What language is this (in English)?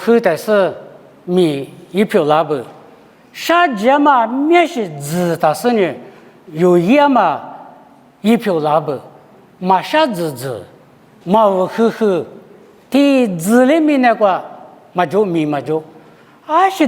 Lisu